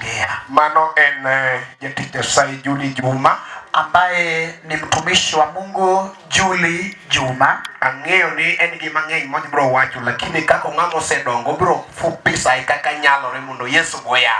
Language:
Luo (Kenya and Tanzania)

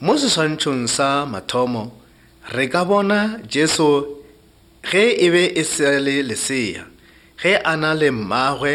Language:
Northern Sotho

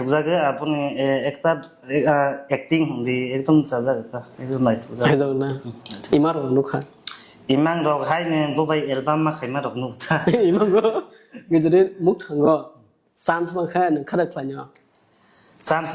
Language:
Kok Borok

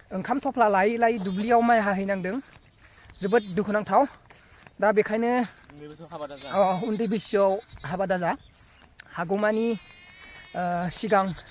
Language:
Bodo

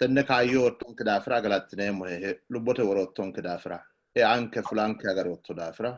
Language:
Sidamo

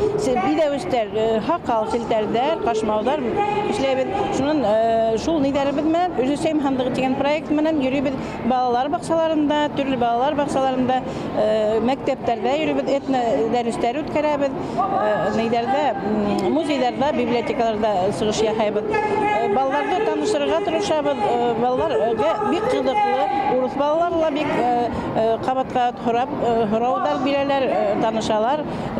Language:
Bashkir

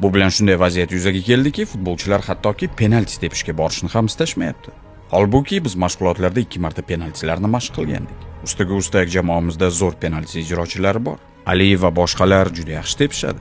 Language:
Uzbek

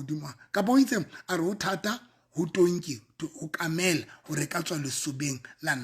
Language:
Southern Sotho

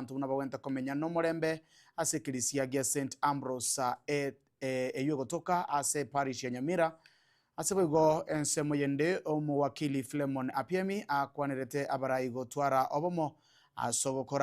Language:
Gusii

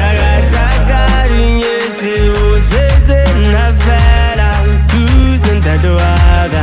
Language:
Southern Sotho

